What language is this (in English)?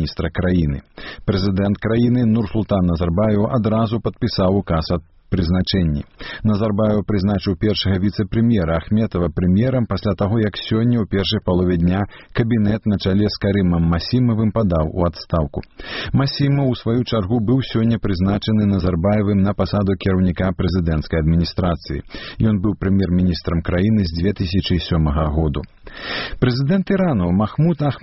Belarusian